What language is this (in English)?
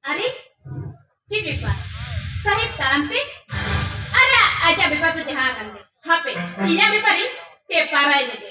Santali